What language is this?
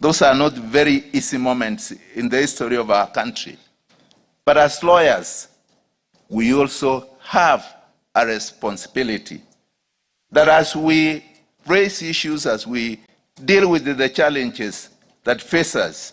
Gusii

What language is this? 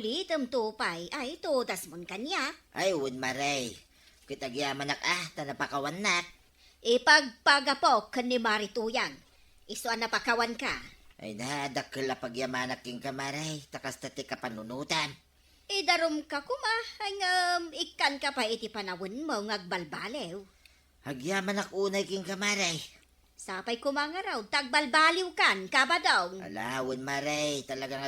Iloko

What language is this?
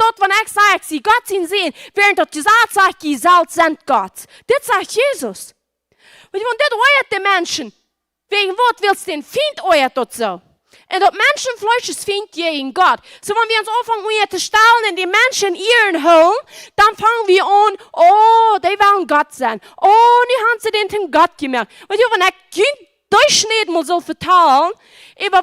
Plautdietsch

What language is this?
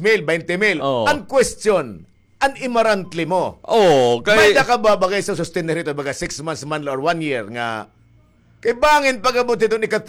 Waray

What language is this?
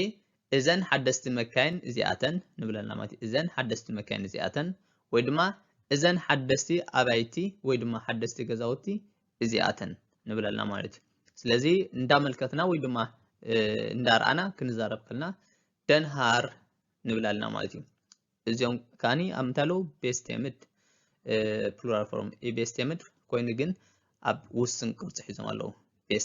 Tigrinya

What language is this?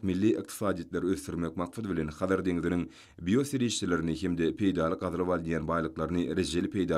Turkmen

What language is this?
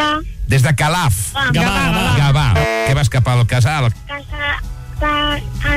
Catalan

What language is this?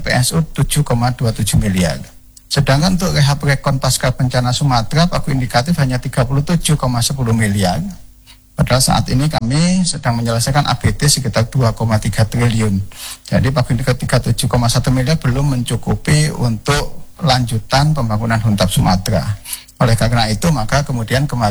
Indonesian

